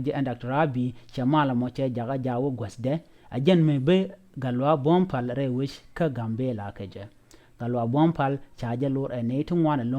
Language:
Nuer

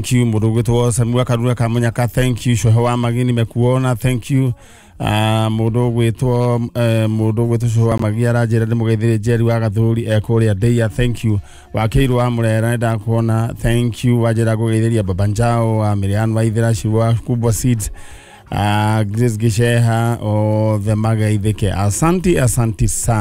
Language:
Kikuyu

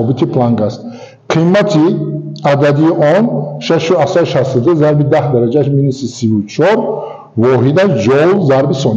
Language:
Tajik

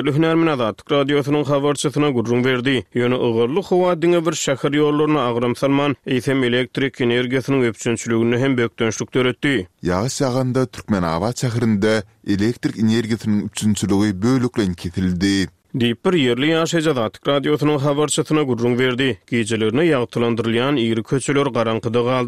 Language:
Turkmen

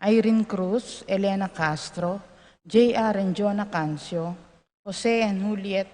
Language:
Pampanga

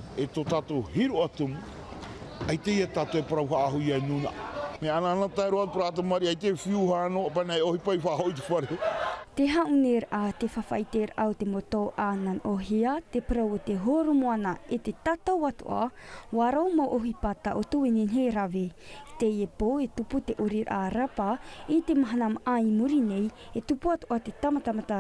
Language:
Tahitian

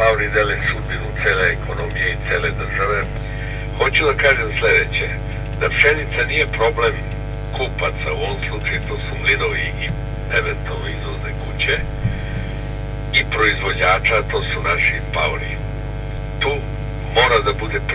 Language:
Serbian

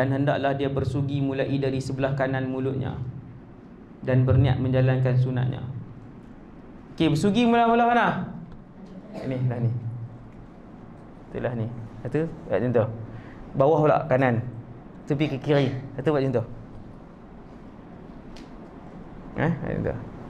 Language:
Malay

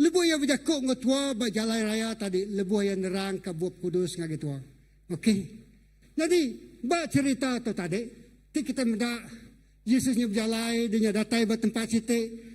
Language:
Iban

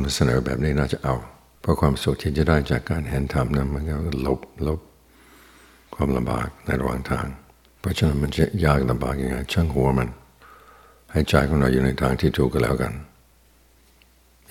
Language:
Thai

